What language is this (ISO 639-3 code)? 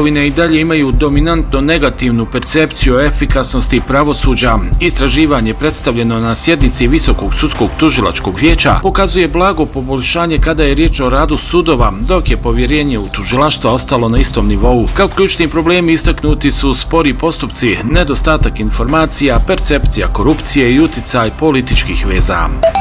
bos